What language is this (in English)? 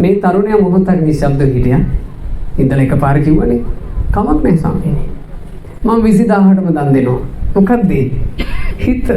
Sinhala